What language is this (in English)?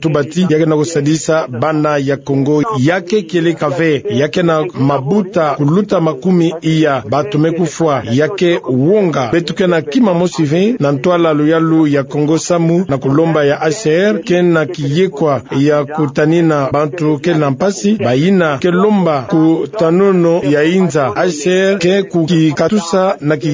Kituba (Democratic Republic of Congo)